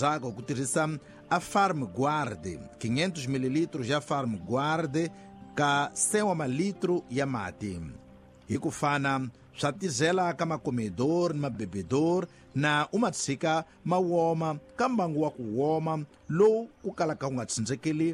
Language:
Tsonga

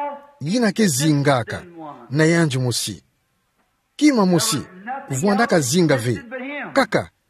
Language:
Kituba (Democratic Republic of Congo)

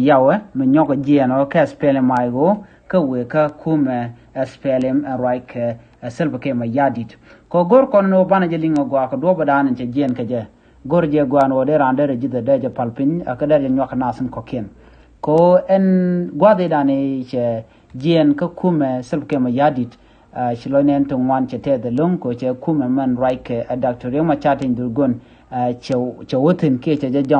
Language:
Nuer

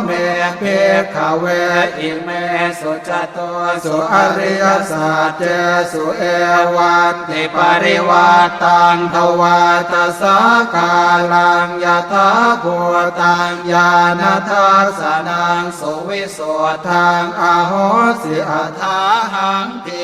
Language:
Pali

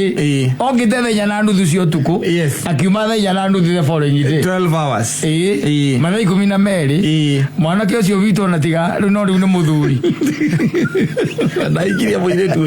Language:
Kikuyu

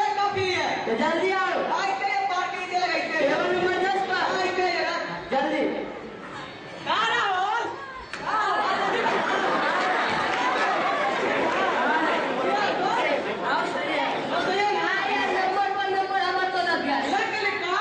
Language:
Hindi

